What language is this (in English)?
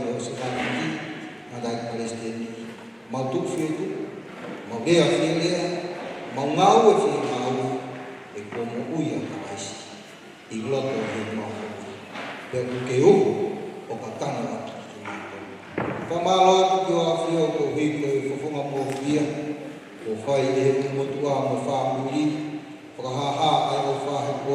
Tongan